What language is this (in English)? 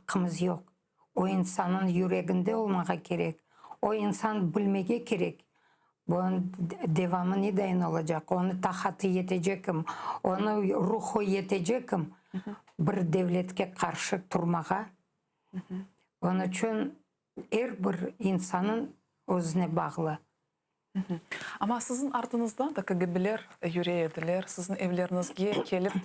Crimean Tatar